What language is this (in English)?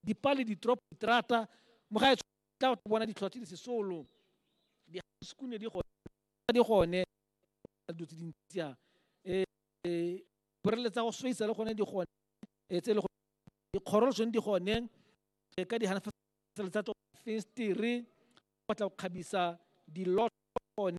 Tswana